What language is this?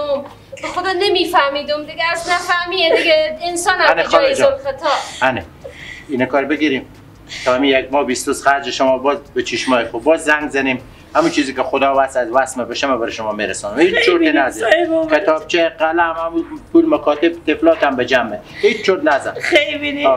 Persian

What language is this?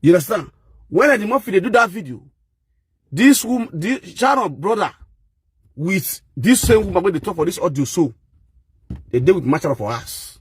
Nigerian Pidgin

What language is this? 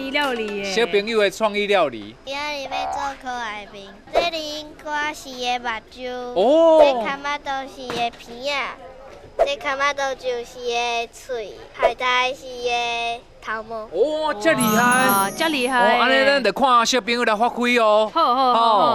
Min Nan Chinese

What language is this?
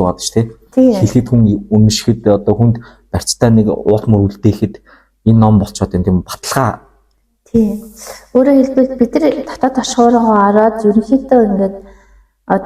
Mongolian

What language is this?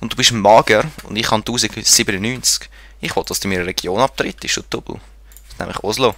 Swiss German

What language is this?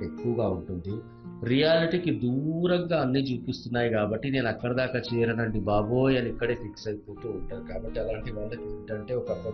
Telugu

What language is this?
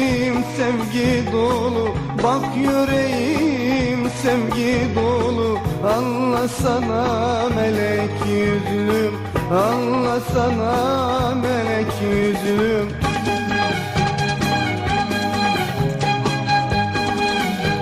Turkish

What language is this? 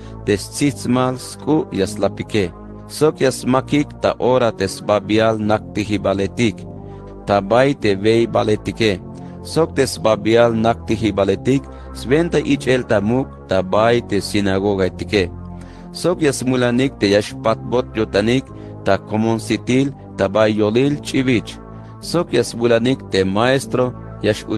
Tzeltal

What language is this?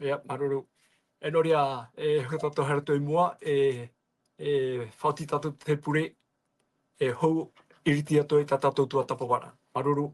Tahitian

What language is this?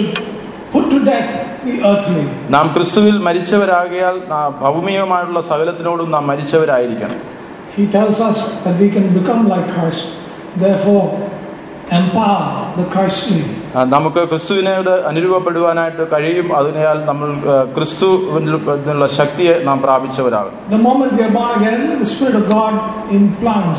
Malayalam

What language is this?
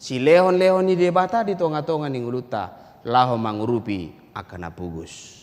Batak Toba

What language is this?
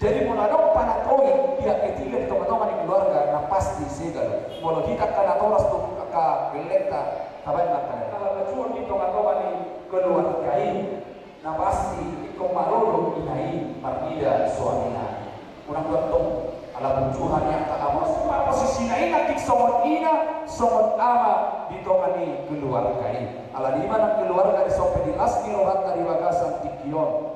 Batak Toba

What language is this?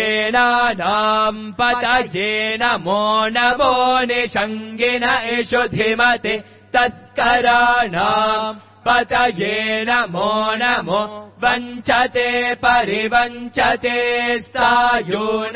Sanskrit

